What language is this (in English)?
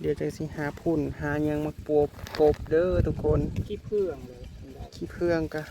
Northeastern Thai